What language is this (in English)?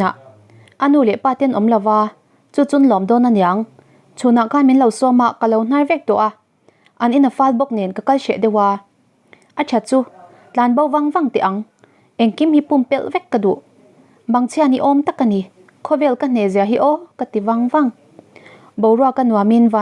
Mizo